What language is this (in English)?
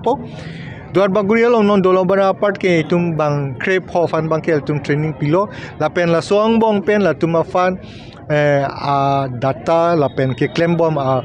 Karbi